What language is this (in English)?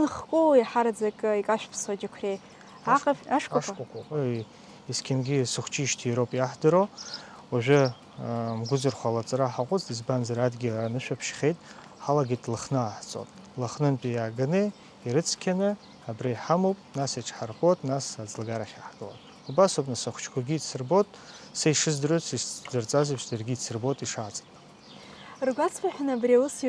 Abkhazian